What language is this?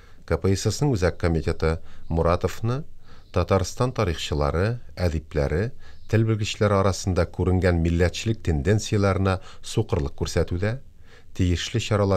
Tatar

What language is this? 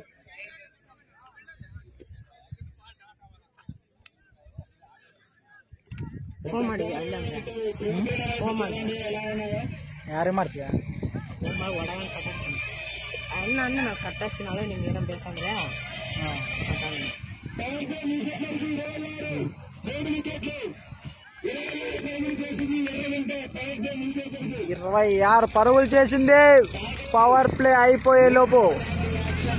Telugu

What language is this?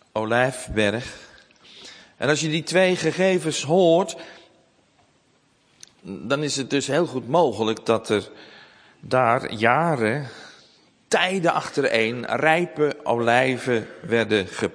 Dutch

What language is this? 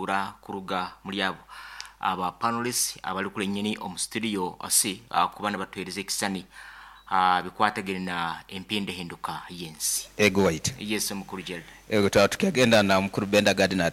Nyankole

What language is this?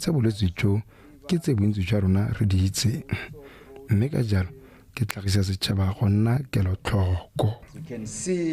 Tswana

